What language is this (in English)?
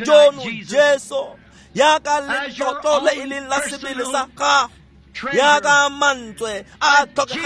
Tswana